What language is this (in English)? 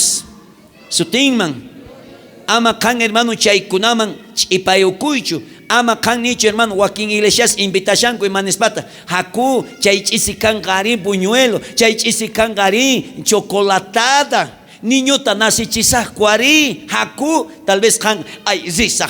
South Bolivian Quechua